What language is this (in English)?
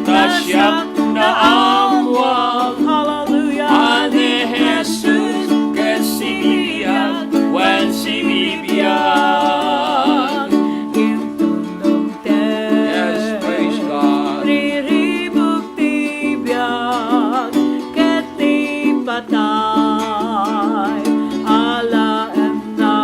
Iloko